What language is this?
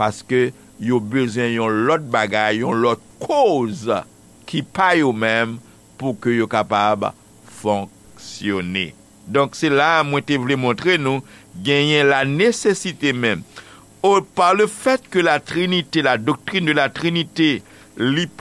Haitian Creole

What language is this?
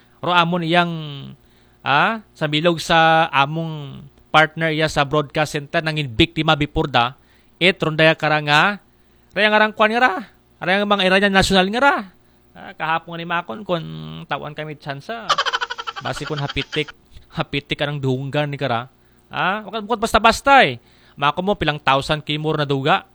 Aklanon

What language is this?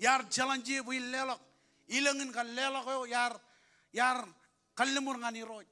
Marshallese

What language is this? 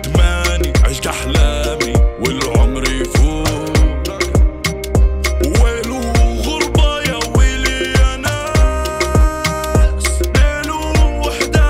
Arabic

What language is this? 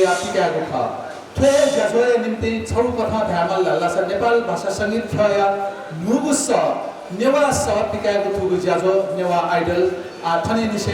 Newari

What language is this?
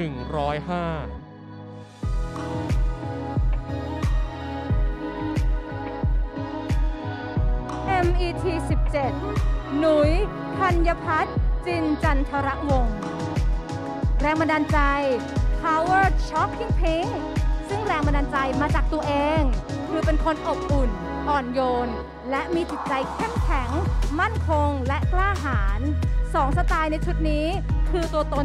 Thai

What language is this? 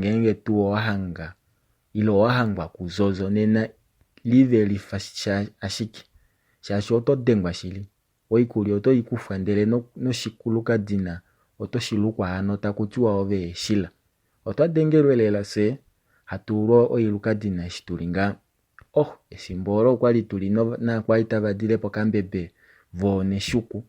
Kuanyama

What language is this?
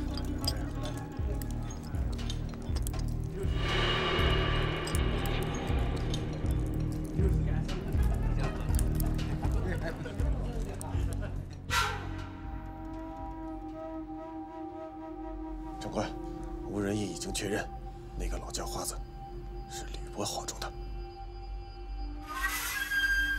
Chinese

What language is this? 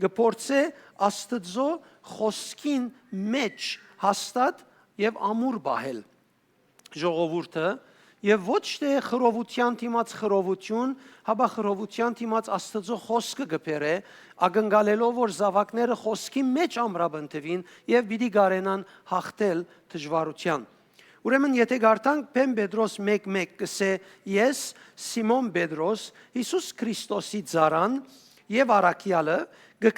Western Armenian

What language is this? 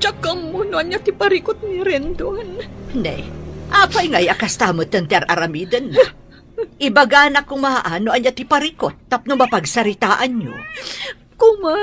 Iloko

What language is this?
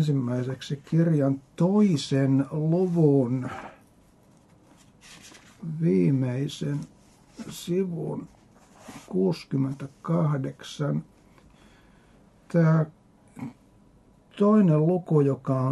Finnish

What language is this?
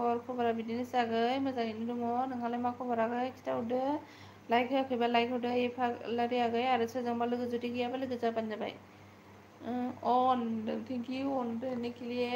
Bodo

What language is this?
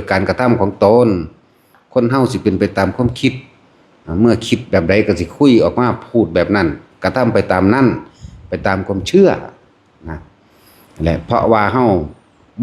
Northeastern Thai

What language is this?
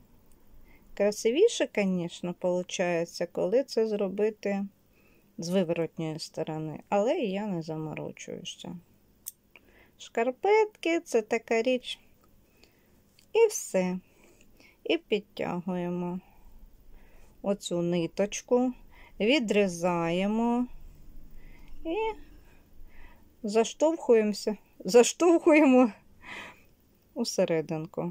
Ukrainian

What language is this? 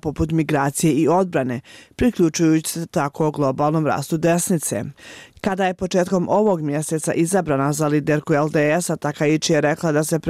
Bosnian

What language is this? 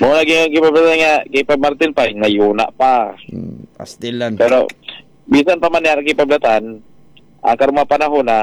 Cebuano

